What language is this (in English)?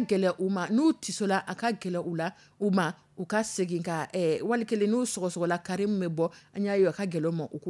Dyula